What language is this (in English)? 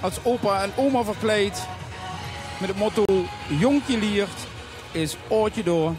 Limburgish